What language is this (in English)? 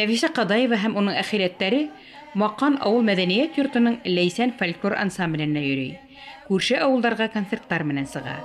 Bashkir